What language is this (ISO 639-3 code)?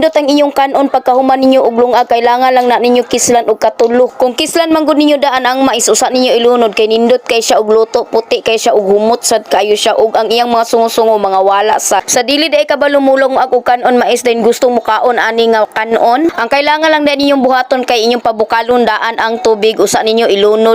ceb